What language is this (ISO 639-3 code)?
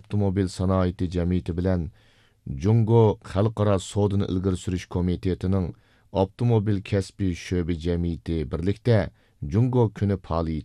uig